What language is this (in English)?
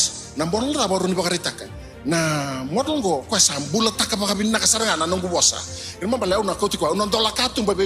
Fijian